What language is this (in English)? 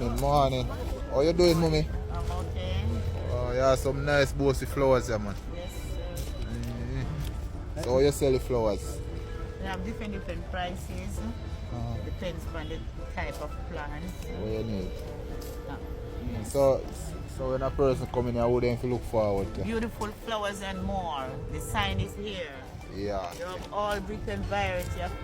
Jamaican Creole English